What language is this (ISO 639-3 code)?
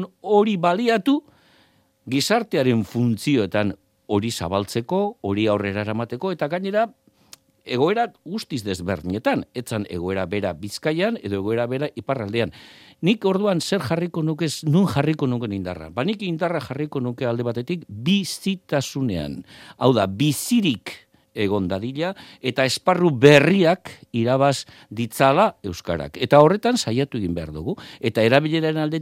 eus